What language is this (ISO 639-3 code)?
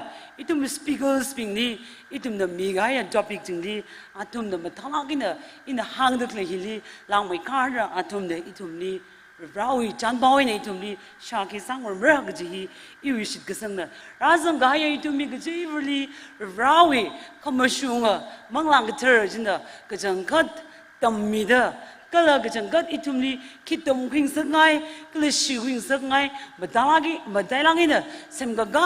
nmf